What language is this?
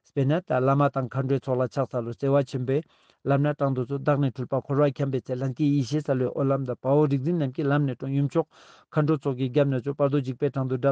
Ladakhi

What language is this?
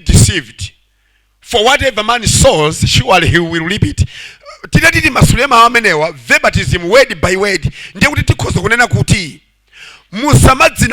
Nyanja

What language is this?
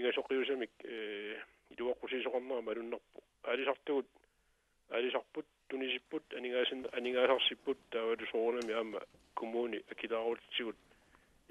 Kalaallisut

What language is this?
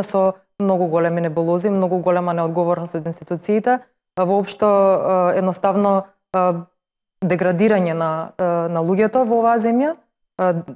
Macedonian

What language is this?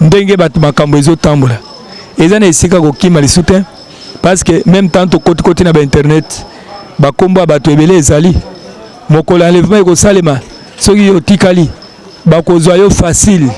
Lingala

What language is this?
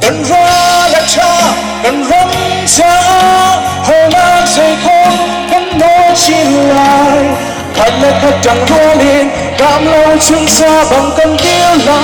Hakha Chin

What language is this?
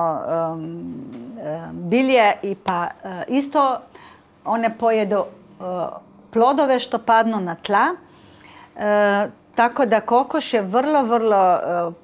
Croatian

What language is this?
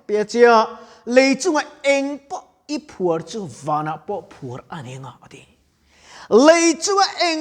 Mizo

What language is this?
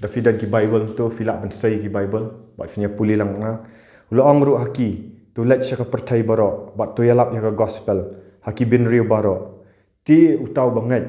Khasi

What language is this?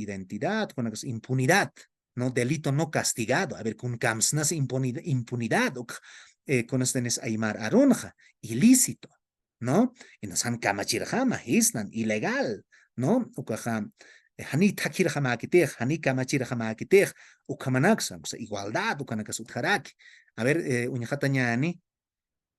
Aymara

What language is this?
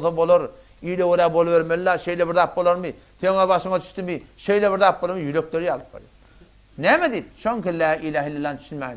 Turkmen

